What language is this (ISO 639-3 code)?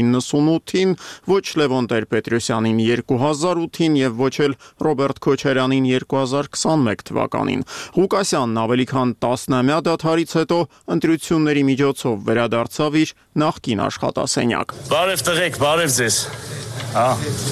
hye